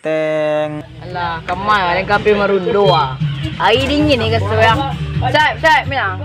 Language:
Minangkabau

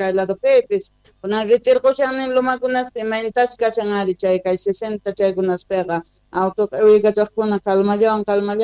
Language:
Quechua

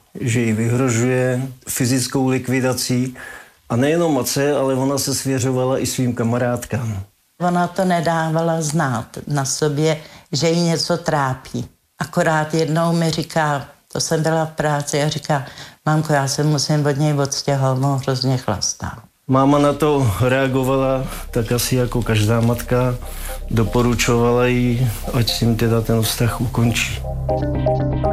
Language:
Czech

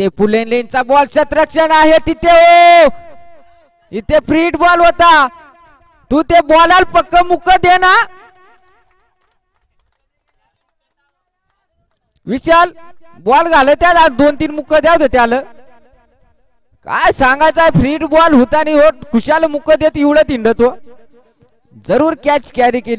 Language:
Marathi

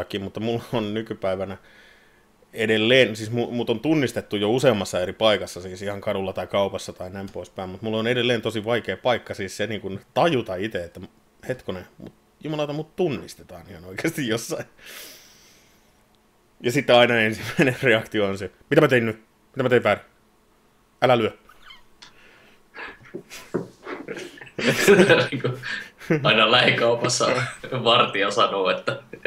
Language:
Finnish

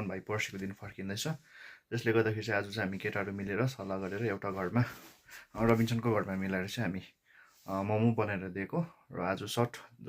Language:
Nepali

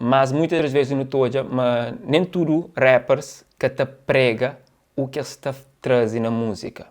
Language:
Kabuverdianu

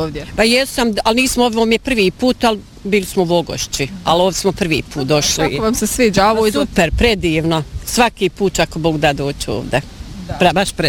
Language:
Bosnian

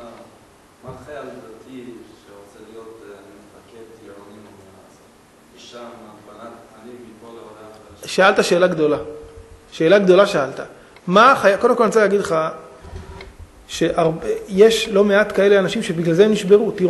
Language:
Hebrew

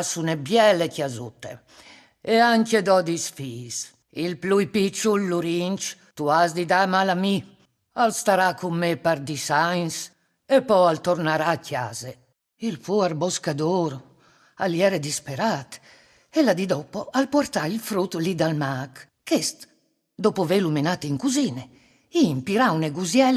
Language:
Friulian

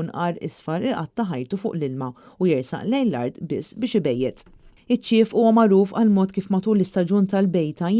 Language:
Maltese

